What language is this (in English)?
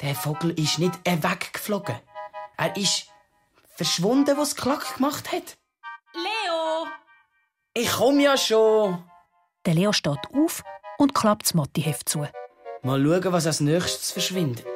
Swiss German